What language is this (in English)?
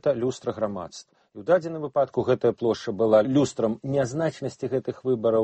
Belarusian